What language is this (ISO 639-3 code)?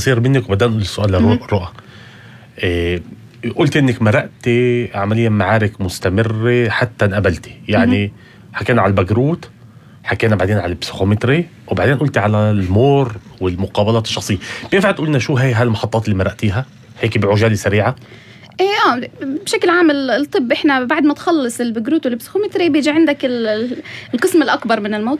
apc